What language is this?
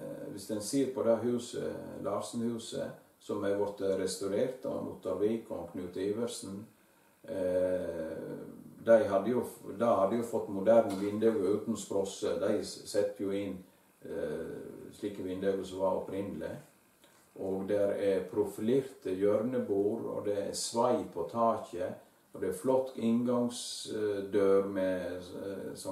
Norwegian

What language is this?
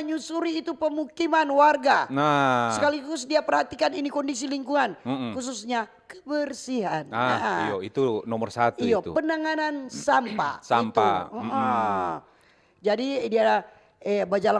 Manado Malay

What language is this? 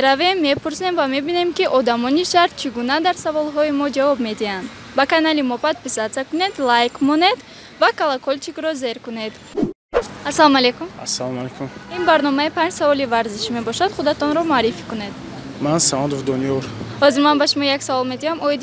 Tajik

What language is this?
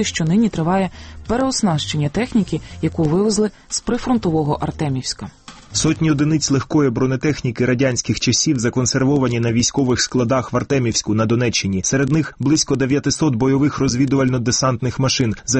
Ukrainian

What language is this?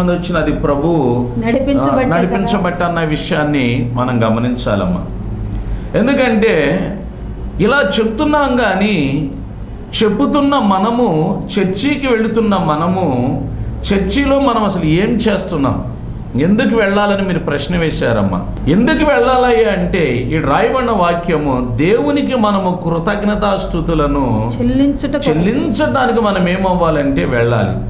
Telugu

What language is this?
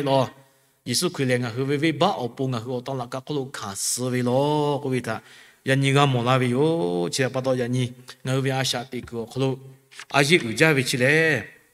Lahu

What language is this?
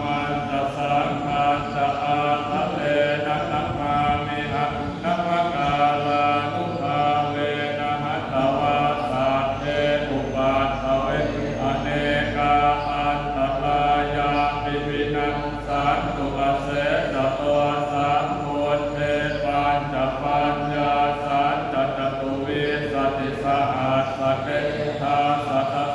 Pali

